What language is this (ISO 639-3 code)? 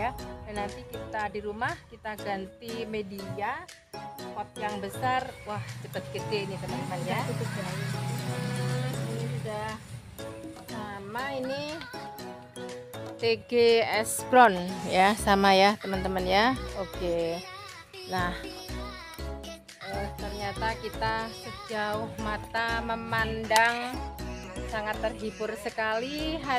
ind